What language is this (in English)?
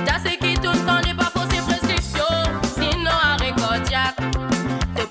Morisyen